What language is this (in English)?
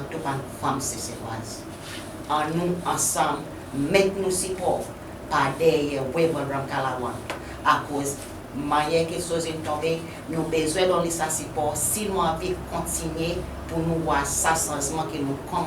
Seselwa Creole French